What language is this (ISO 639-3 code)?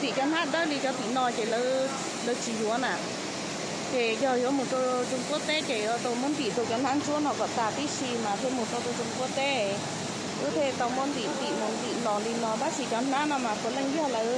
hmn